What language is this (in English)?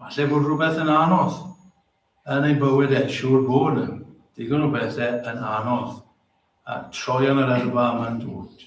Welsh